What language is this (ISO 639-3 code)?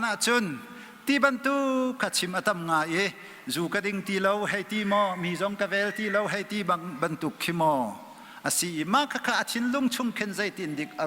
cnh